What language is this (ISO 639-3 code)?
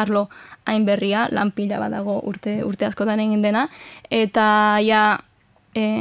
eus